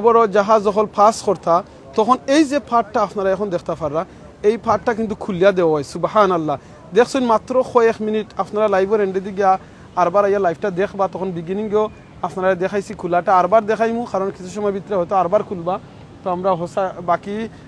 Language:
Sylheti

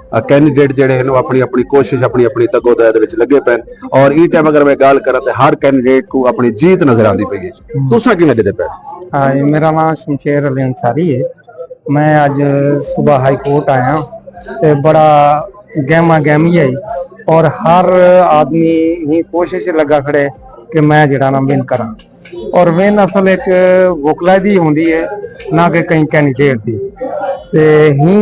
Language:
Saraiki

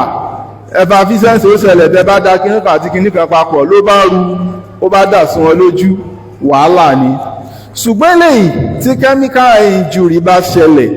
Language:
Yoruba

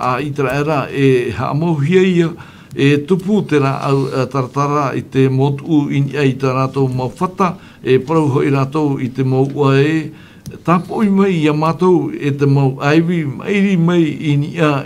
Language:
Tahitian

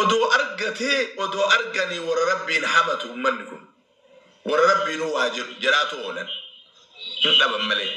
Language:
Oromo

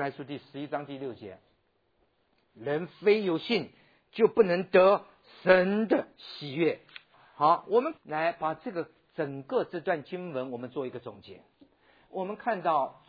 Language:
Chinese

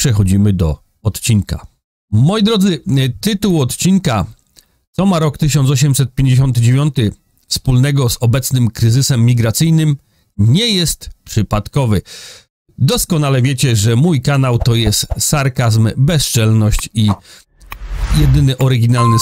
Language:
Polish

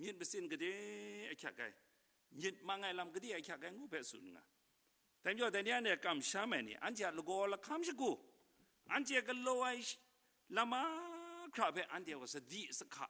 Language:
Kachin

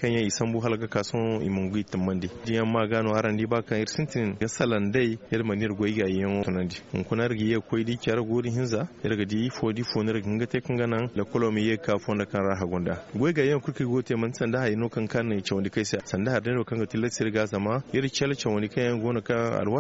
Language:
Zarma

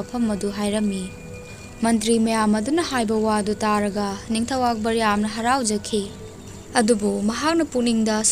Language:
Manipuri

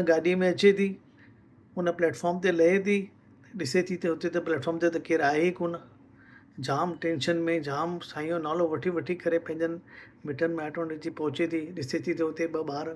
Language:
Sindhi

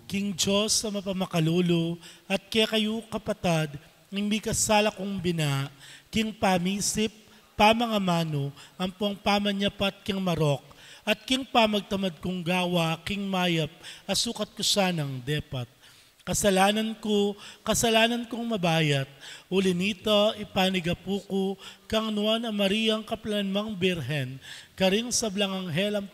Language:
Pampanga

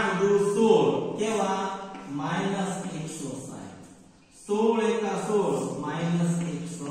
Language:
Gujarati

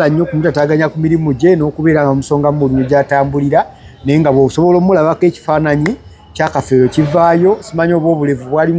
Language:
Ganda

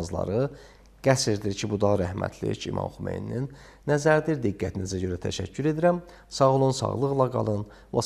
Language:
Azerbaijani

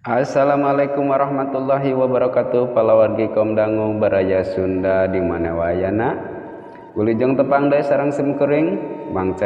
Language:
Sundanese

